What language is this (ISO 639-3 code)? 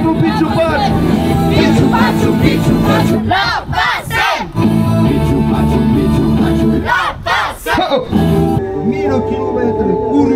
oci